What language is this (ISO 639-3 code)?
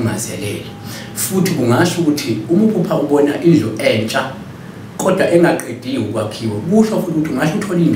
zul